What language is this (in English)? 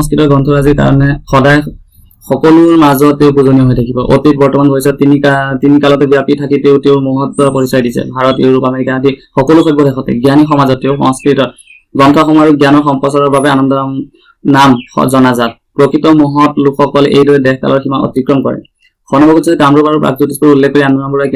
Assamese